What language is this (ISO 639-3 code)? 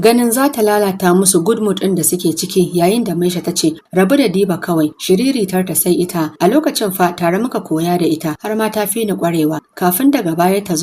hau